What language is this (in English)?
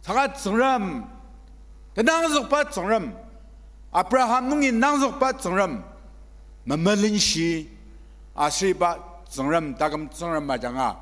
Ao Naga